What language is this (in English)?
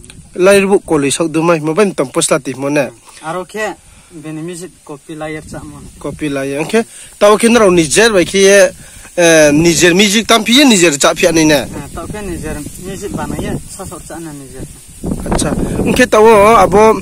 Riang (India)